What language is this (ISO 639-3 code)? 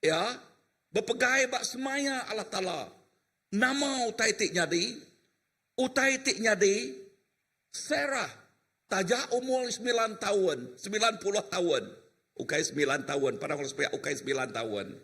iba